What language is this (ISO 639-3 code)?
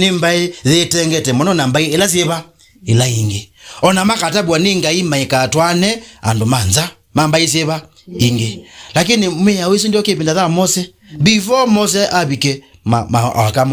kam